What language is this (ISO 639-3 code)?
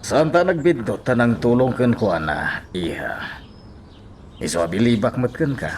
ilo